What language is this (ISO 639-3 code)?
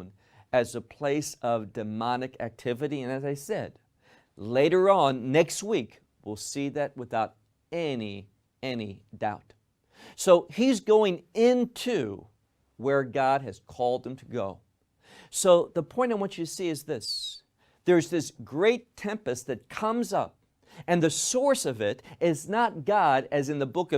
eng